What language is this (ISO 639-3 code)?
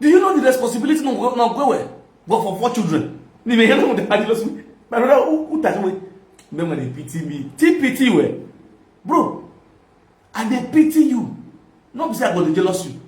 pcm